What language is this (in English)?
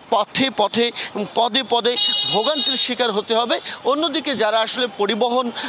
Bangla